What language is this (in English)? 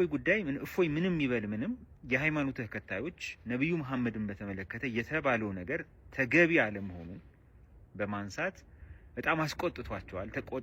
Amharic